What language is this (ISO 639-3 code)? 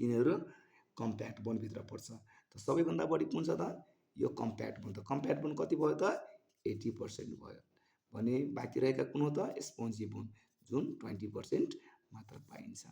nep